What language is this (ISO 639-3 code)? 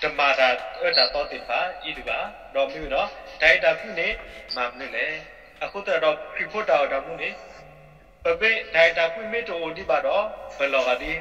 ksw